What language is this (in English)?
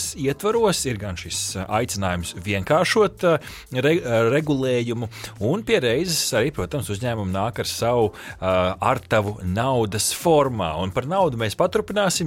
Latvian